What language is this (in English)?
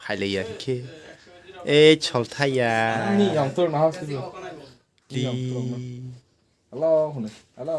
Kok Borok